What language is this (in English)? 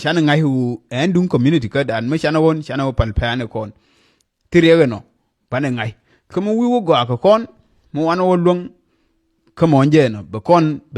Nuer